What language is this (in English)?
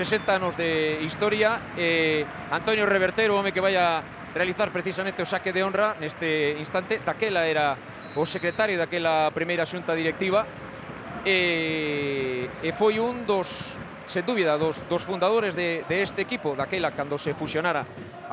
Galician